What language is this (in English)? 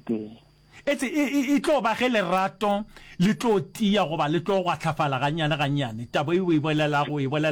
Northern Sotho